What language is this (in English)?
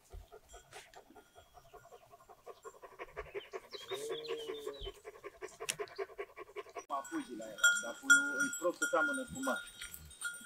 Romanian